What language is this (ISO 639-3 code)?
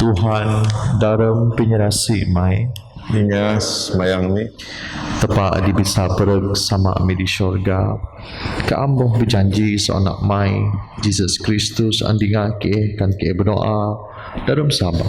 bth